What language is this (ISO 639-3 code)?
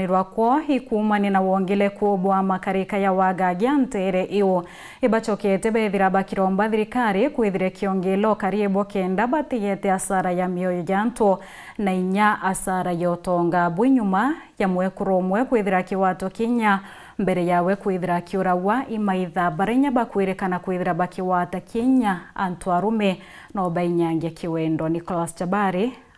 mer